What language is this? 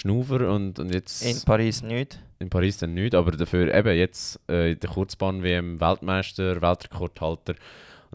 Swiss German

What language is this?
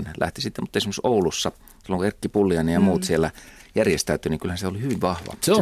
Finnish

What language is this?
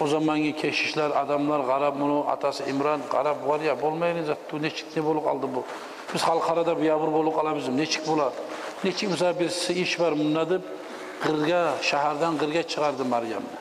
Kumyk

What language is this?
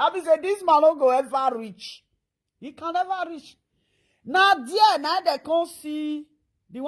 Nigerian Pidgin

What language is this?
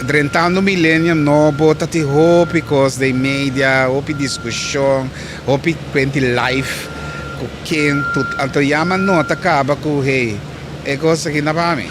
Papiamento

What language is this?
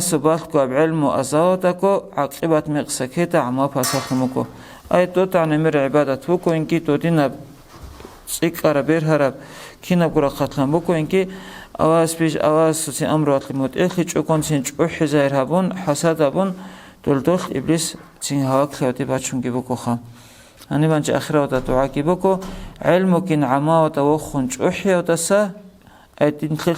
Avaric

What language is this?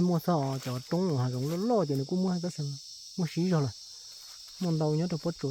Hmong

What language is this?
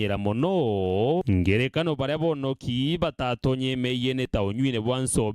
Meru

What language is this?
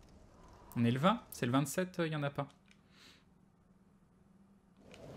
French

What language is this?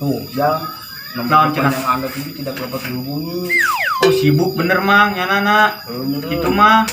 Sundanese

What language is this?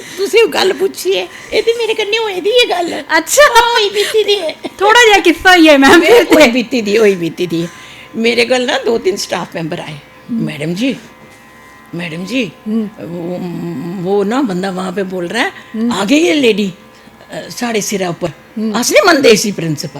Dogri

